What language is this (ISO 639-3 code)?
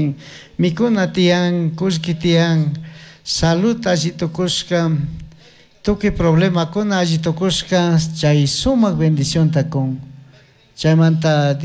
qug